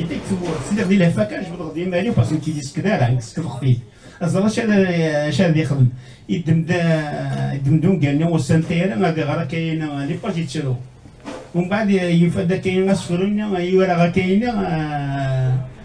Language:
Kabyle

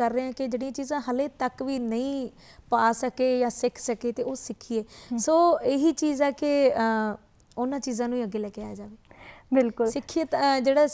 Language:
Punjabi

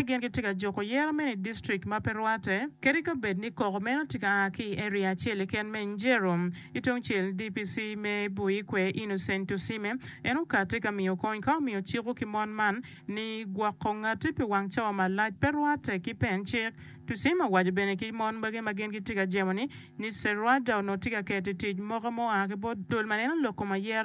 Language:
Acoli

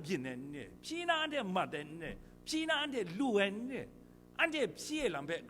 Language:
Kachin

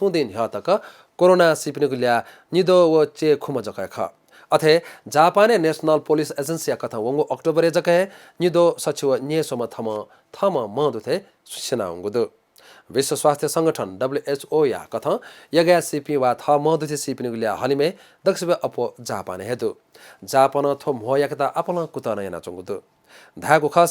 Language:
Newari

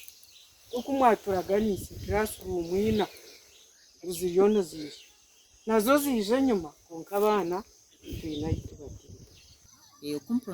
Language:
Nyankole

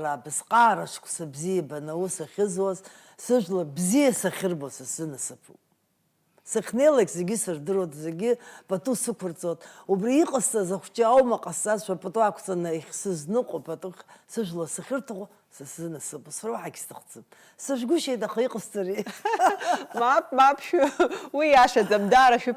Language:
Abkhazian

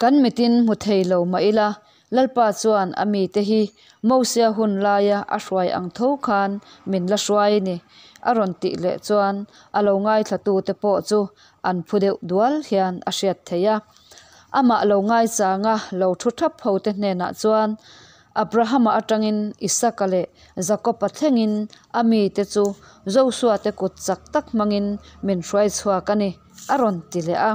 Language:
Mizo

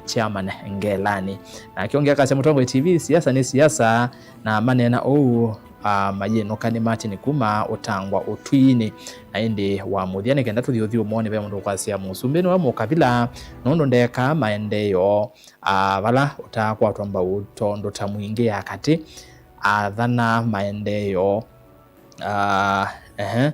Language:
Kamba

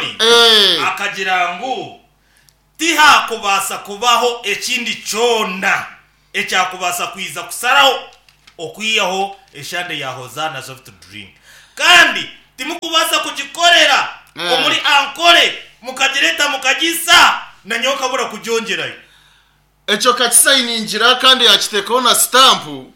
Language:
Nyankole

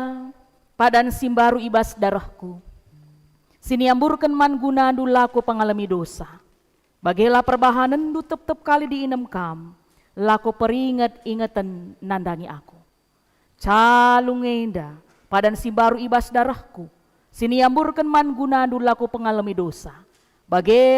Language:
Batak Karo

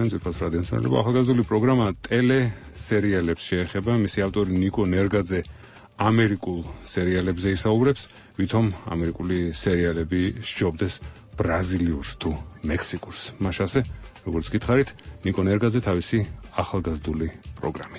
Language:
Georgian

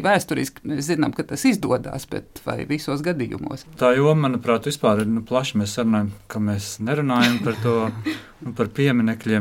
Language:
Latvian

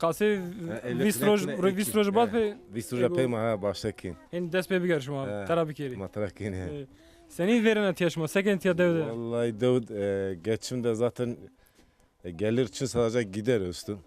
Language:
Zaza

